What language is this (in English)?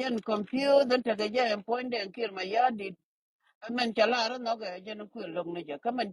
Nuer